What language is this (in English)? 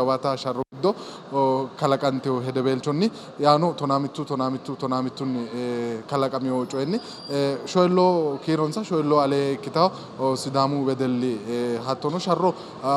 Sidamo